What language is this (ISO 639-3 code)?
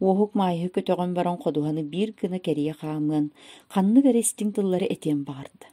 sah